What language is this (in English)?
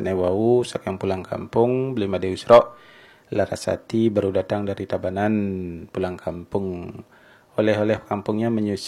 Balinese